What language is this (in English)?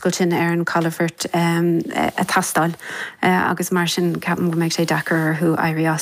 Irish